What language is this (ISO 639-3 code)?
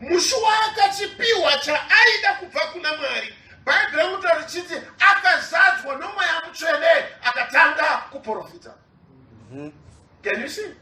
sna